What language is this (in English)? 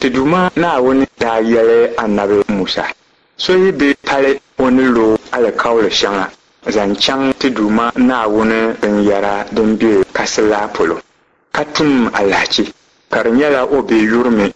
Dagbani